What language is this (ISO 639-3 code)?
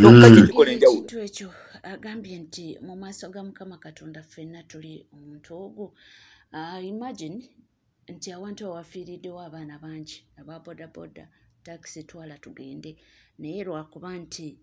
lug